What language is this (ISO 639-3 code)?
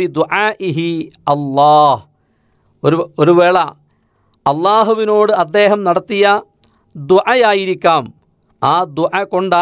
mal